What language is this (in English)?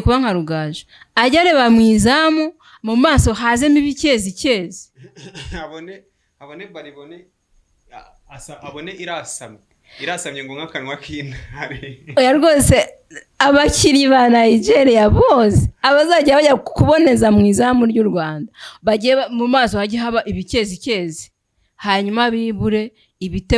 Kinyarwanda